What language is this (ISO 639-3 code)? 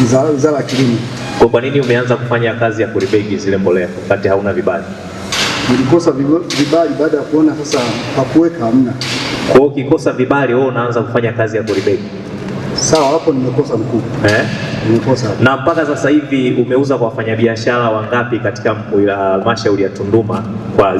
swa